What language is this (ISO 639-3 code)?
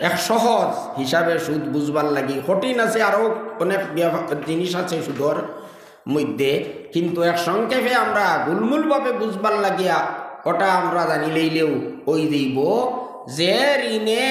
syl